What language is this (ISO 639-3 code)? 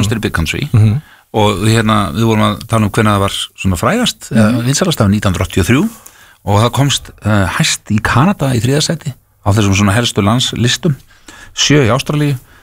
isl